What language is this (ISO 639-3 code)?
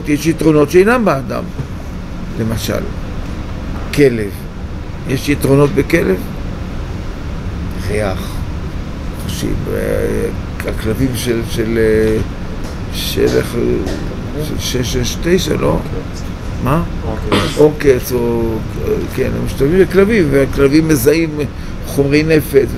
heb